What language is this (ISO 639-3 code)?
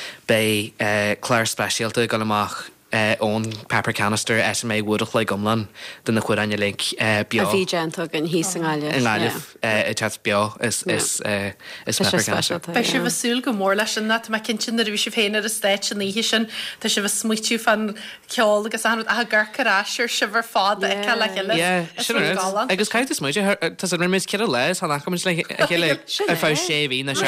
gle